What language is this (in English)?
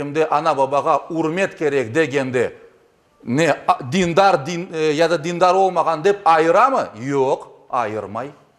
Crimean Tatar